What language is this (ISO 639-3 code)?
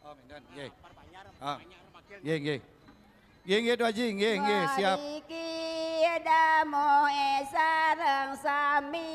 ban